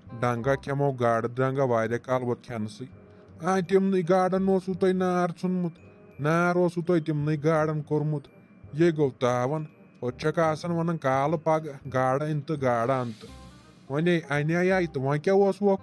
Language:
Kashmiri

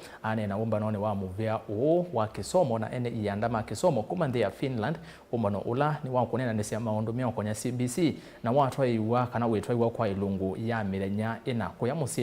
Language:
Kamba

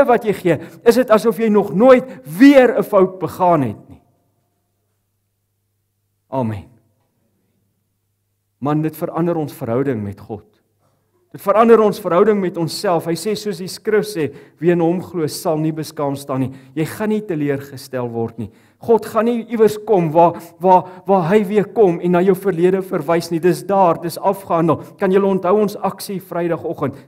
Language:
Afrikaans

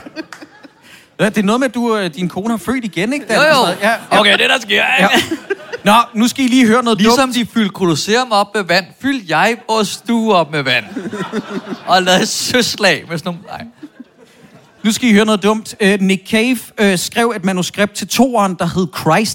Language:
Danish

